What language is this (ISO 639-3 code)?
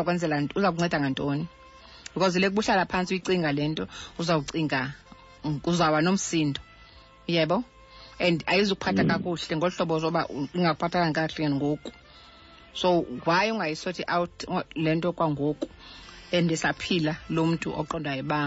xho